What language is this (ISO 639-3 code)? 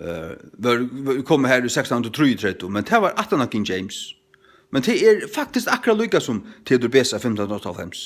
fao